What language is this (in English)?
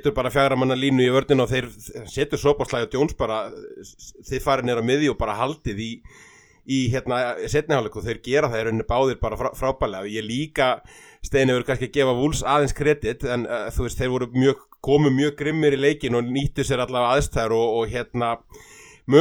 Icelandic